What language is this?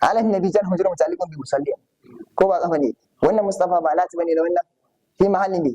Hausa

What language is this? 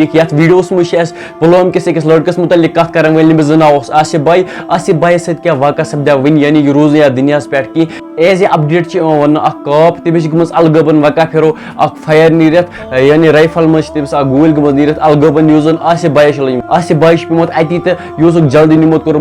Kashmiri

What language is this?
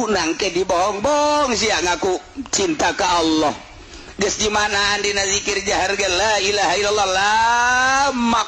Sundanese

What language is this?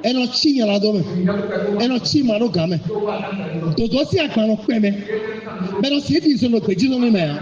Fon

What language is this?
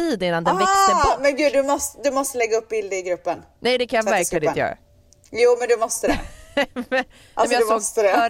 Swedish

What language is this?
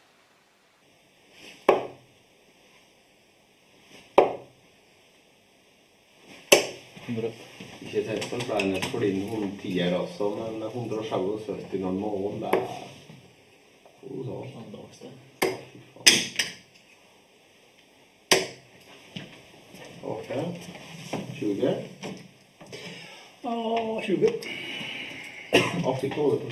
Norwegian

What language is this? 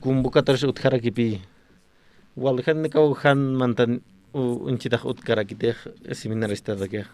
Aymara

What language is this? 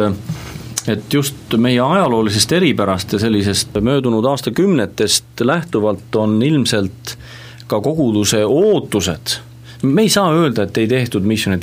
Estonian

